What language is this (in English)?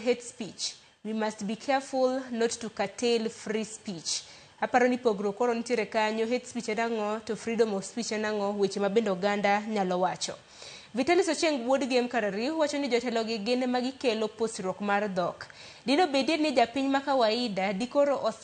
Luo (Kenya and Tanzania)